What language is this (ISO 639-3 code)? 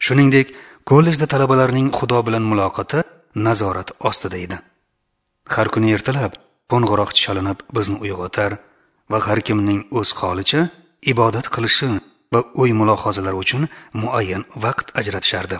uzb